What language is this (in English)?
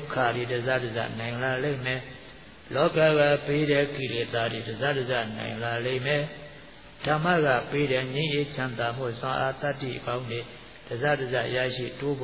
Burmese